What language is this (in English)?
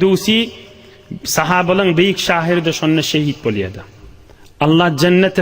Turkmen